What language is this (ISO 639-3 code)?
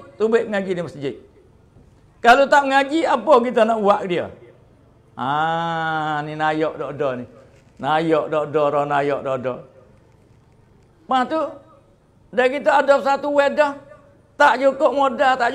msa